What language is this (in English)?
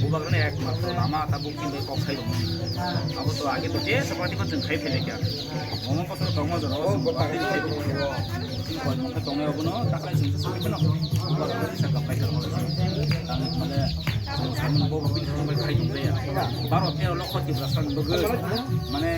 Kok Borok